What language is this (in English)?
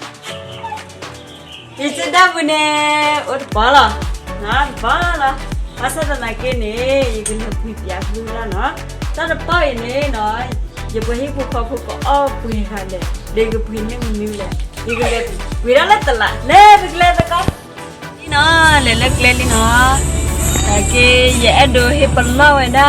S'gaw Karen